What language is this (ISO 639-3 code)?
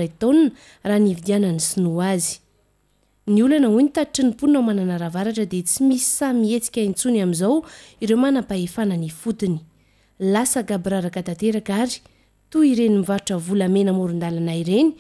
mlg